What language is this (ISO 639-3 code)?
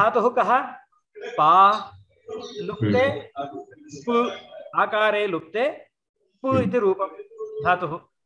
san